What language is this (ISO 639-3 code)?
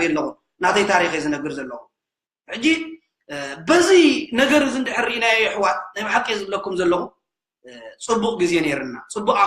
tir